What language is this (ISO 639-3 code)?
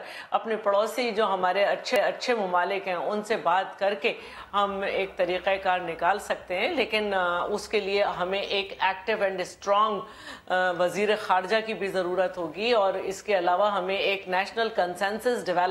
urd